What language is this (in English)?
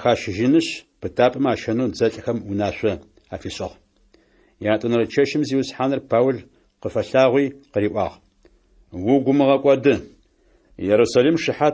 Adyghe